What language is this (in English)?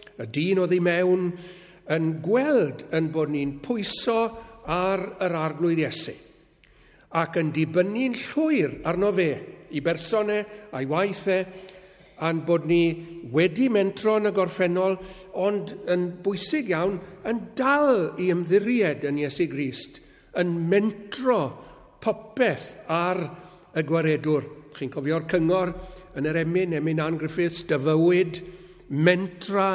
Welsh